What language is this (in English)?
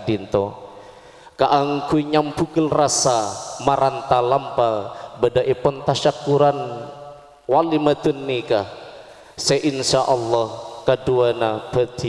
Madurese